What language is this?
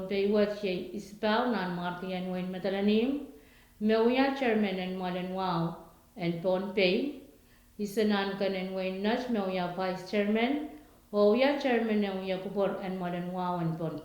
Pohnpeian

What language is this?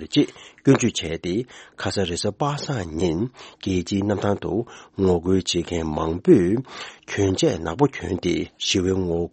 Tibetan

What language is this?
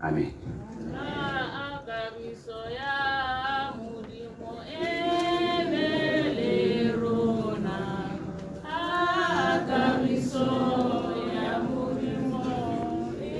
Tswana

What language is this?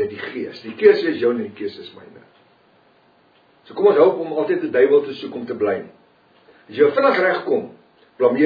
Afrikaans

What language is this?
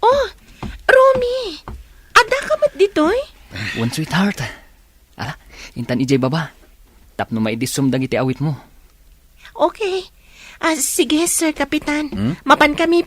Iloko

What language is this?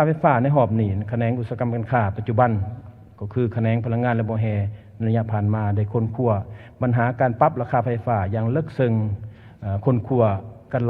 Lao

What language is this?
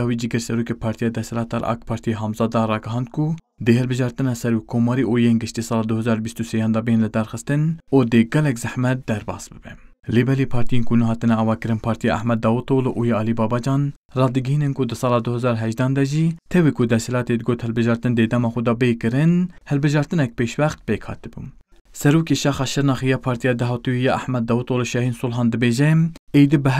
Kurdish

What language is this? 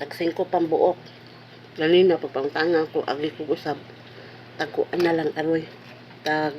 Cebuano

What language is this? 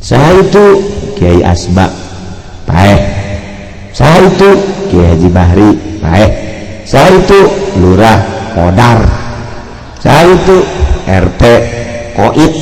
Sundanese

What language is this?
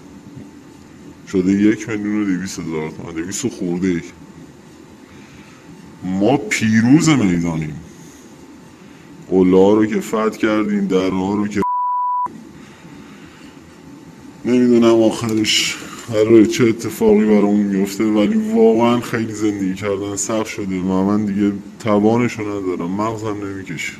Persian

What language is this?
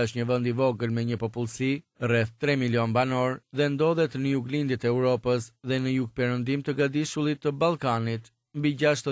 Albanian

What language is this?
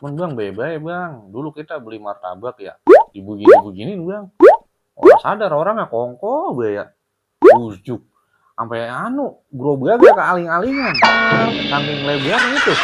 Betawi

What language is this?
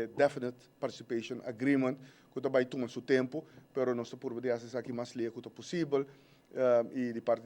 Papiamento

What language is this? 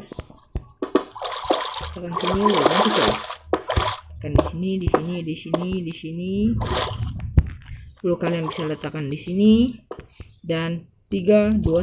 Indonesian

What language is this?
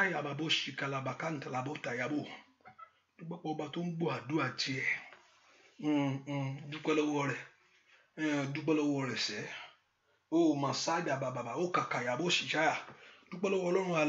Yoruba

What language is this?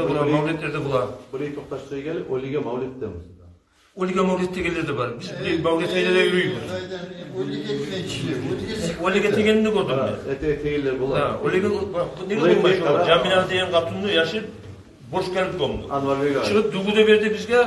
Kumyk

